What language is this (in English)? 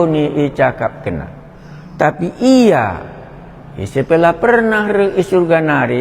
Batak Karo